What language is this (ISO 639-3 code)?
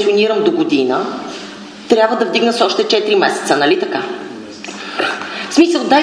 bul